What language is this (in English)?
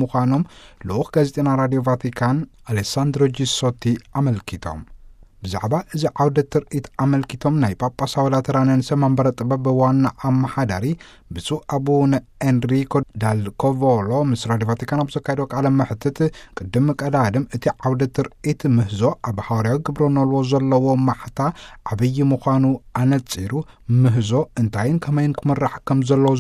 Tigrinya